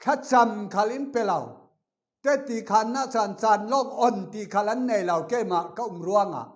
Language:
Falam Chin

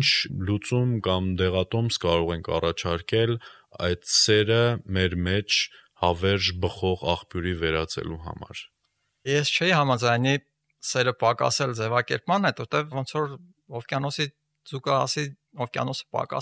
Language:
Armenian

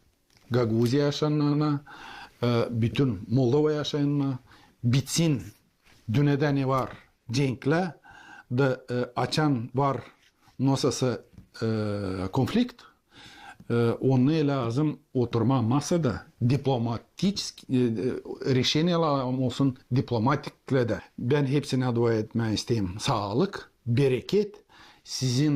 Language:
Gagauz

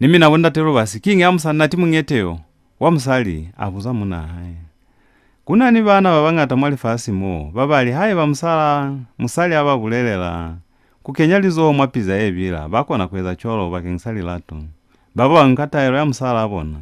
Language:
Lozi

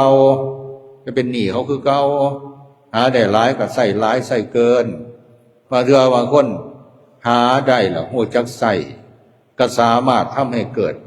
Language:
Lao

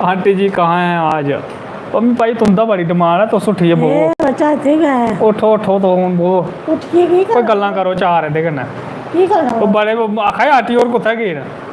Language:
Dogri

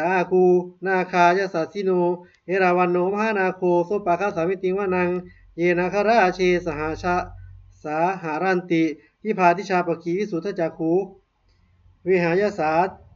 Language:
Pali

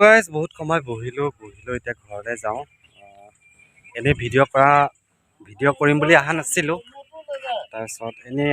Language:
Assamese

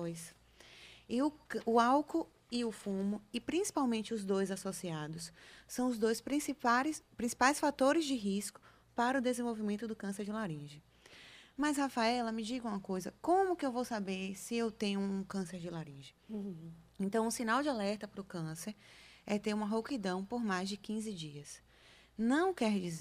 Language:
Portuguese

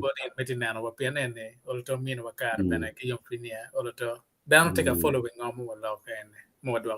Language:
Acoli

